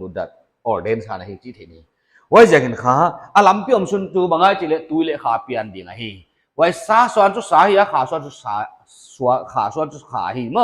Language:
Paite Chin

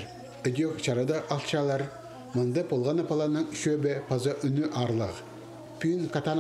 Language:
Khakas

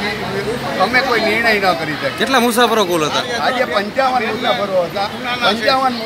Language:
Gujarati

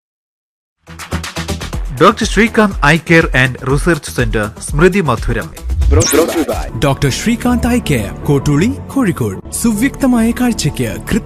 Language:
Malayalam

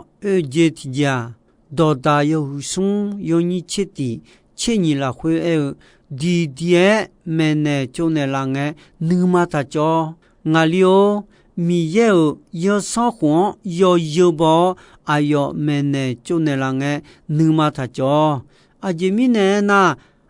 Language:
Akha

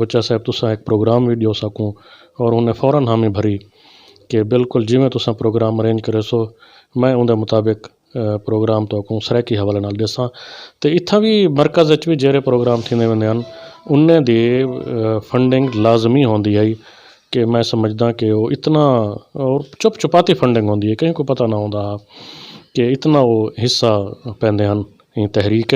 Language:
Saraiki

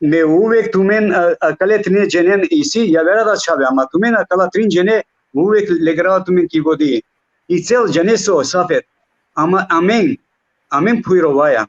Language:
Balkan Romani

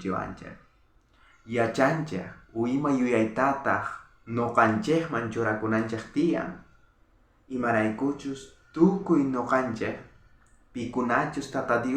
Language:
South Bolivian Quechua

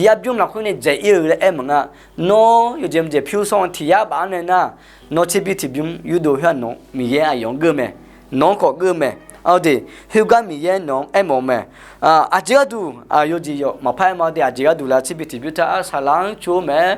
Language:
Akha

